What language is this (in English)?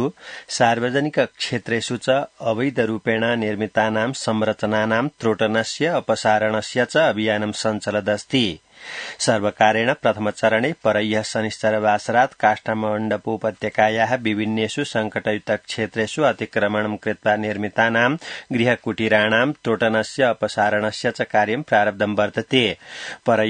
Sanskrit